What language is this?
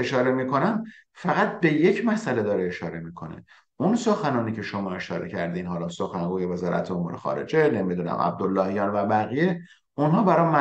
Persian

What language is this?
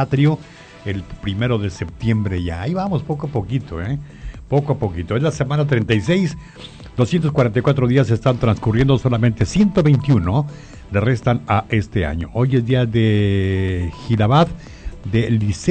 Spanish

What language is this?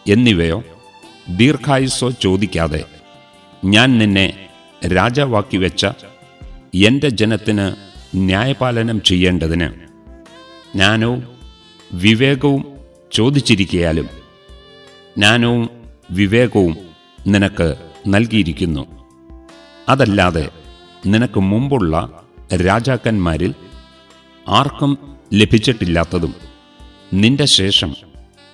Malayalam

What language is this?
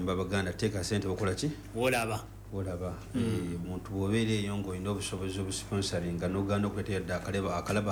Ganda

